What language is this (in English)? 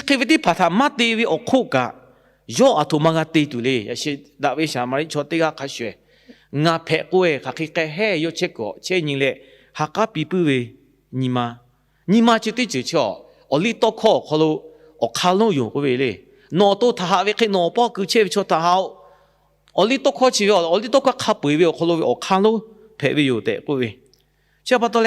Lahu